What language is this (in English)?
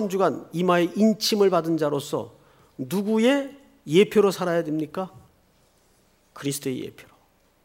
Korean